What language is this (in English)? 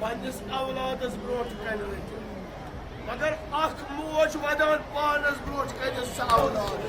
Kashmiri